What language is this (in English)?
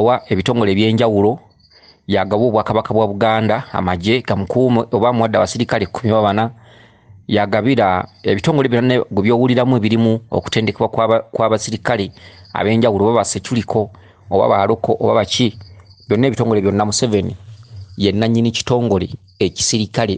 Ganda